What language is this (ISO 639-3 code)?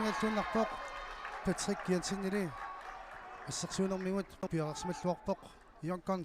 kal